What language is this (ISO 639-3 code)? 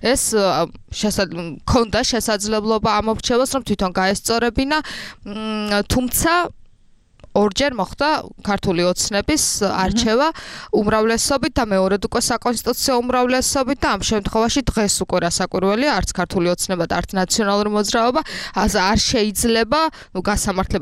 kat